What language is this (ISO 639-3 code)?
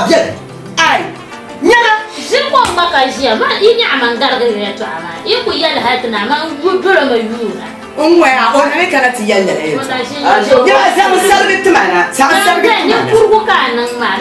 dag